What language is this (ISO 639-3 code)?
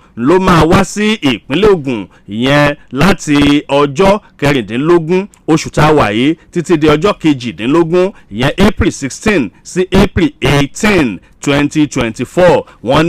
yor